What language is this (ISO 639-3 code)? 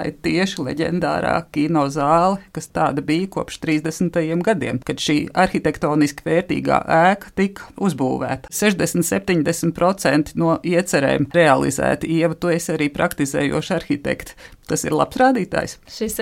lav